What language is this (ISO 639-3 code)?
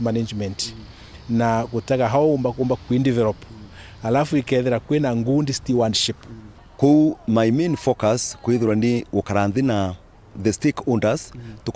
mer